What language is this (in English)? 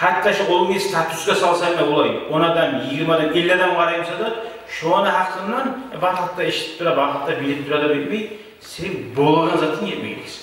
Kumyk